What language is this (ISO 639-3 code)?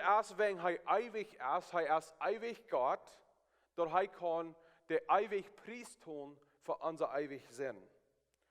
pdt